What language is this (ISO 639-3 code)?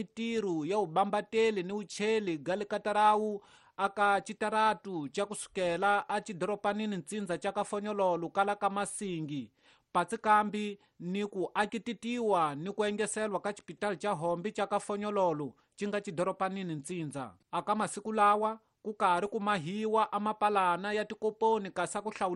tso